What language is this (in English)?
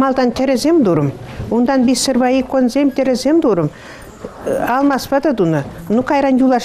Chuvash